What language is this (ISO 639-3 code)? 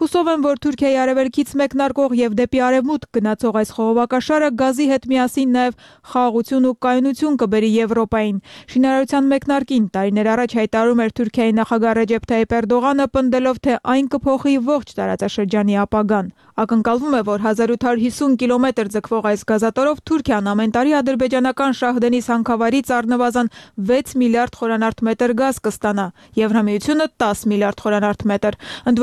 hye